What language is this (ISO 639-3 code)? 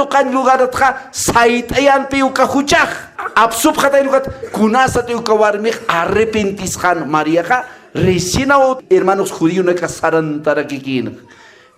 aym